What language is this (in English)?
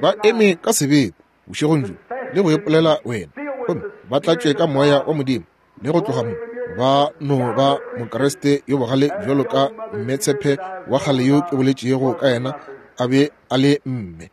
Northern Sotho